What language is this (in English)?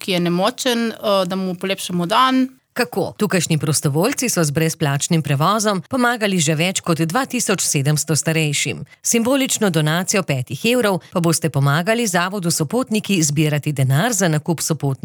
Slovenian